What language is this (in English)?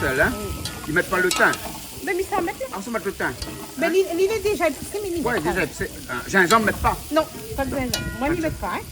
Réunion Creole French